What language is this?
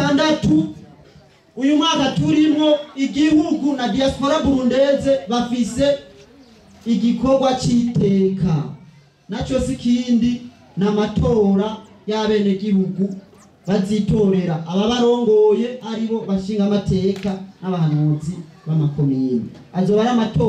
Rundi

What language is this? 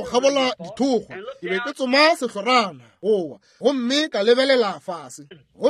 Northern Sotho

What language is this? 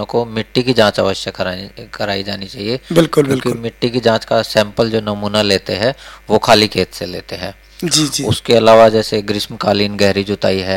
Hindi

